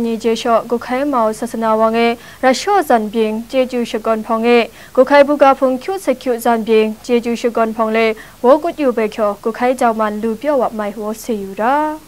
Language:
Kachin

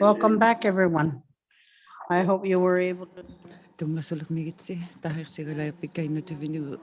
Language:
Inuktitut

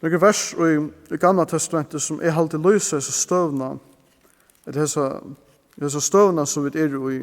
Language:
Faroese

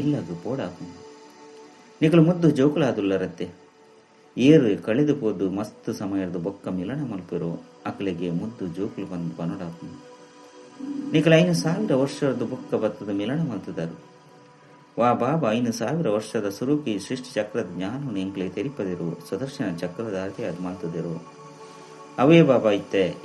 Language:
Tulu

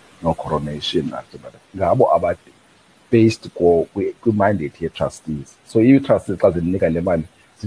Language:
Xhosa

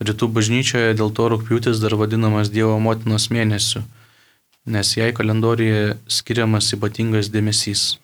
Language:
Lithuanian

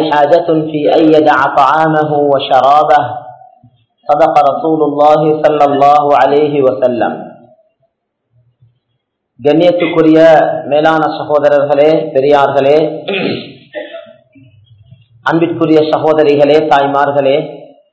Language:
Tamil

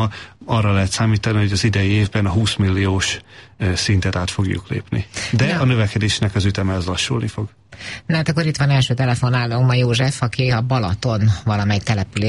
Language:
Hungarian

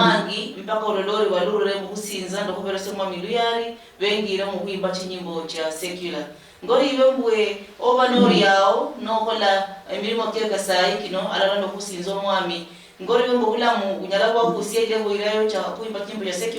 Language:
Luyia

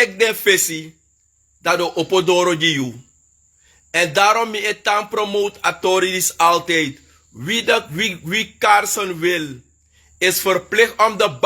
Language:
Sranan Tongo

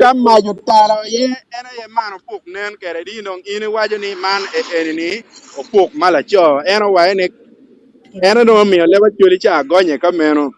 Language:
Acoli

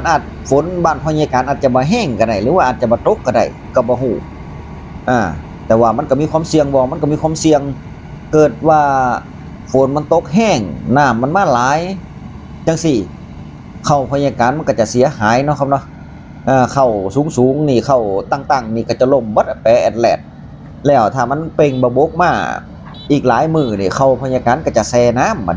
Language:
Northeastern Thai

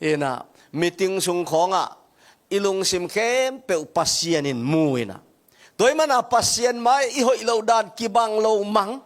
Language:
Tedim Chin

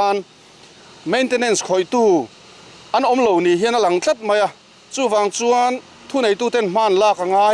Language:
Mizo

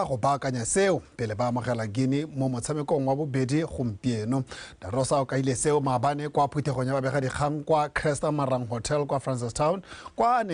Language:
Tswana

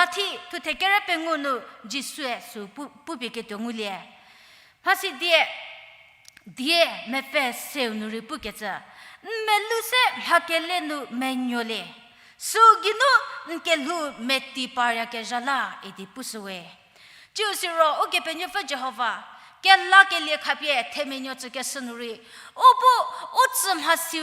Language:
Angami Naga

